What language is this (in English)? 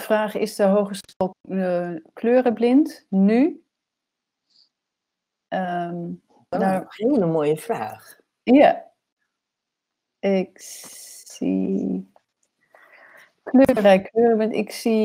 Dutch